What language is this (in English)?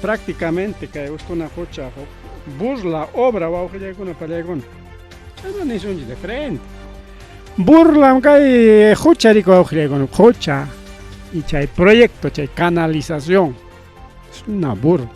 Ayacucho Quechua